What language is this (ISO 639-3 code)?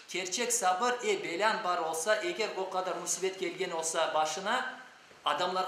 crh